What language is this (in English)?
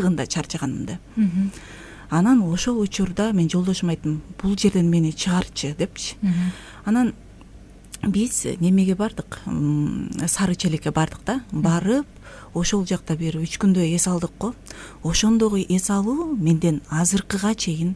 Kyrgyz